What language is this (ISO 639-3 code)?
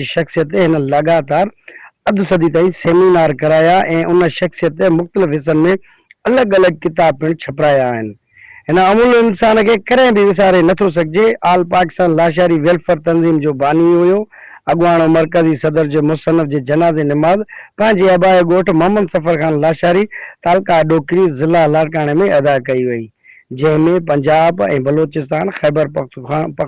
snd